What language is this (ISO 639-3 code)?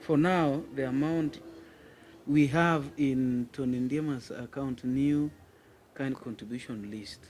luo